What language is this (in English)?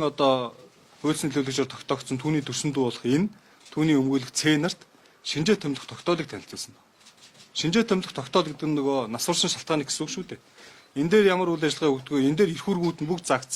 Mongolian